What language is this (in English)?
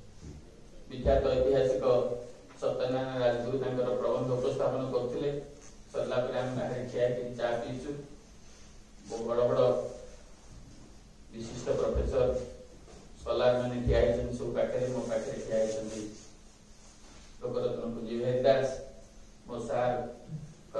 Odia